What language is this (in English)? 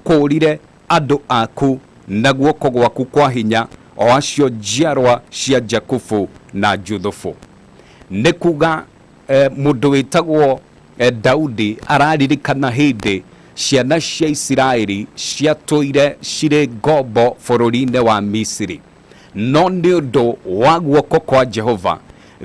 Kikuyu